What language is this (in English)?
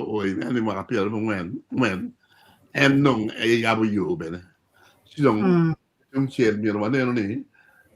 Acoli